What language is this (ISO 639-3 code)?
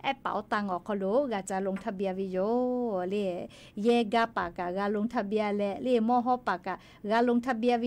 lhu